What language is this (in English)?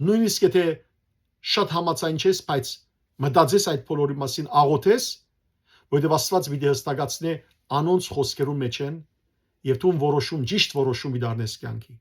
Western Armenian